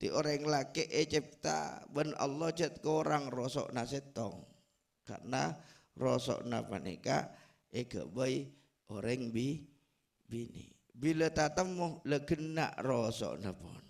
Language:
Madurese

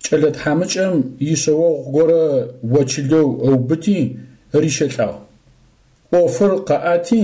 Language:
Adyghe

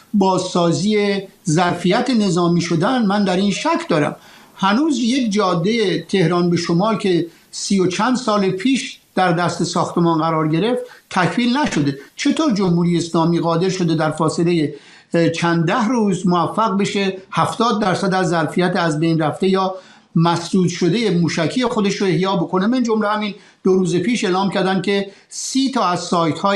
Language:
Persian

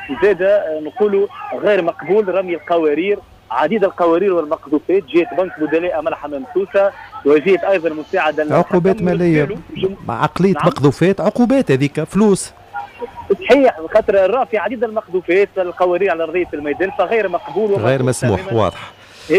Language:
Tunisian Arabic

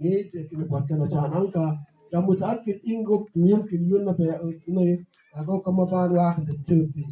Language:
Mabaan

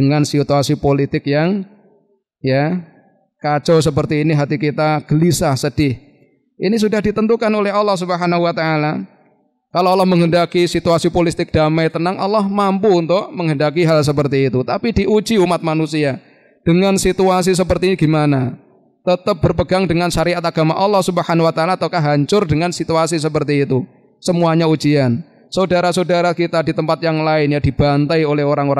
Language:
Indonesian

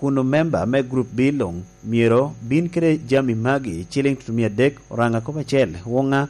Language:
Lango (Uganda)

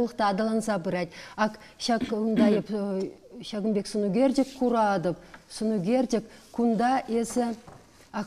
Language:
Chuvash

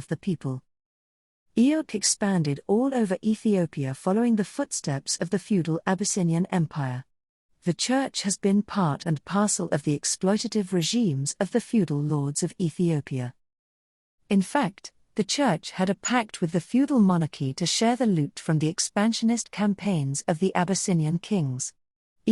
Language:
English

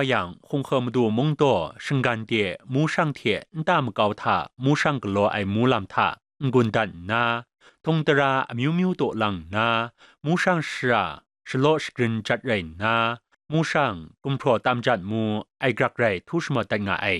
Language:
Kachin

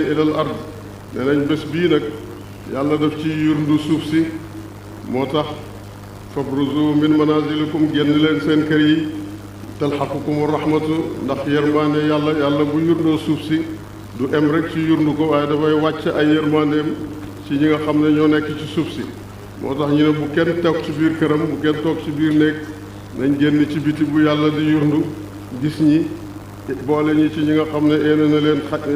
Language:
Wolof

